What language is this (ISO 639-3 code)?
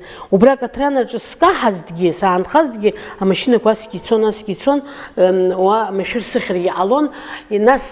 abk